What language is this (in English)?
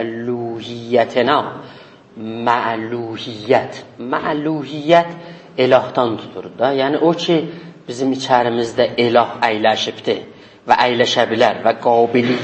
South Azerbaijani